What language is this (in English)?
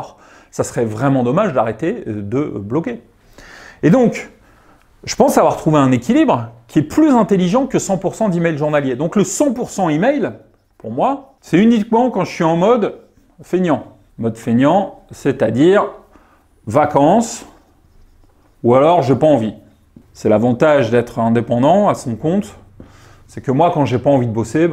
French